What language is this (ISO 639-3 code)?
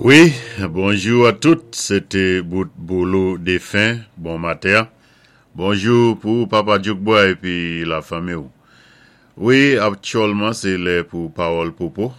acf